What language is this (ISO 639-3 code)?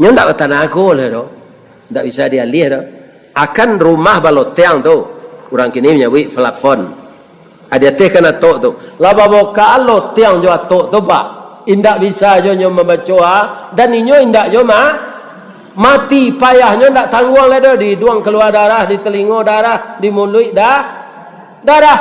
min